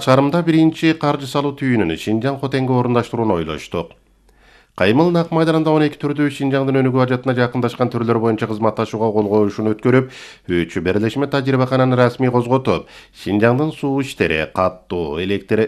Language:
Kyrgyz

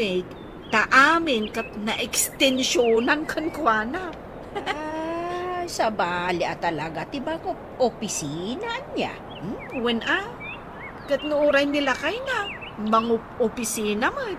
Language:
Iloko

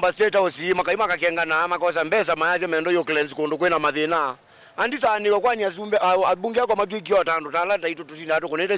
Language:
Kamba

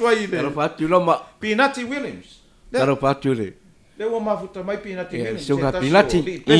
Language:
Samoan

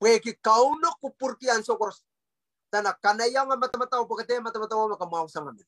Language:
Pohnpeian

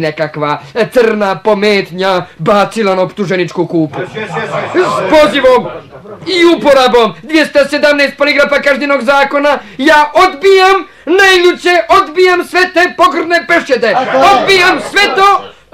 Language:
Bosnian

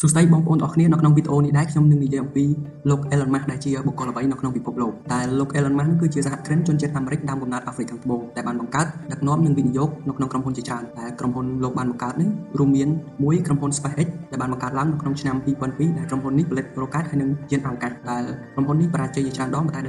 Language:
Khmer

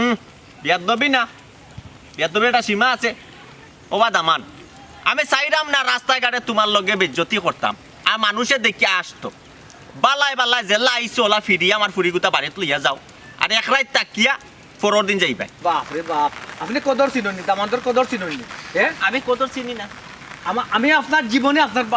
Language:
Sylheti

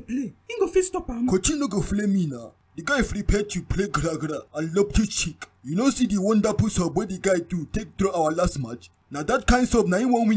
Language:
Nigerian Pidgin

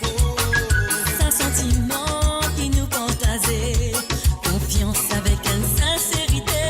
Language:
Morisyen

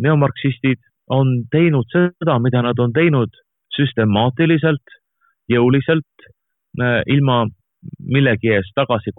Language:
Estonian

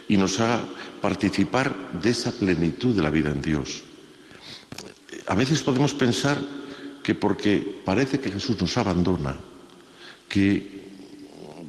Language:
Spanish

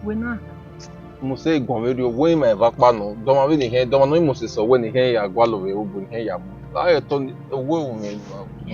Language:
Bini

